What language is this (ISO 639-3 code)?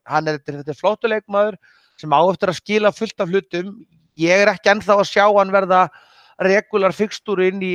isl